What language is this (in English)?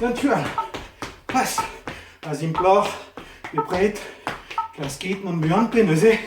Breton